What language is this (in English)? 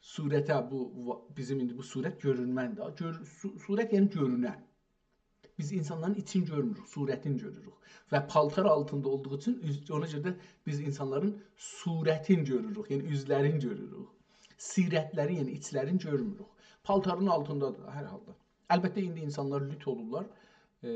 South Azerbaijani